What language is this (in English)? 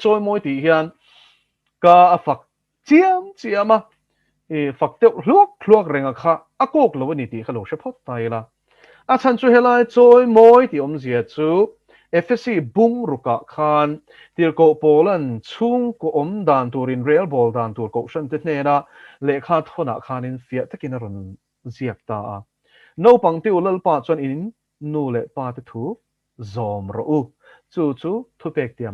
Mizo